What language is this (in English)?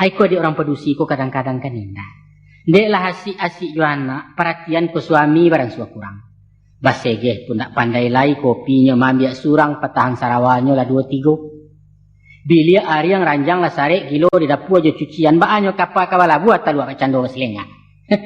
Minangkabau